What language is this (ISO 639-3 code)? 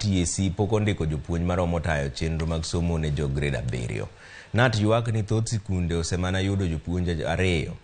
luo